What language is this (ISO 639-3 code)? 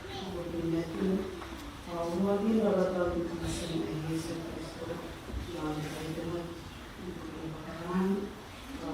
gil